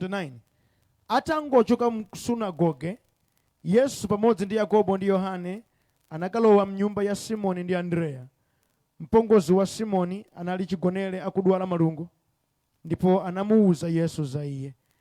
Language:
Nyanja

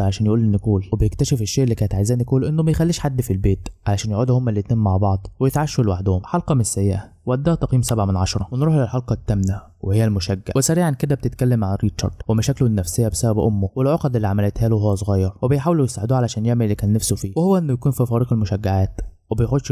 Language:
Egyptian Arabic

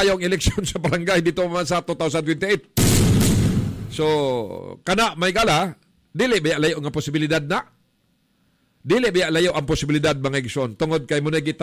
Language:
Cebuano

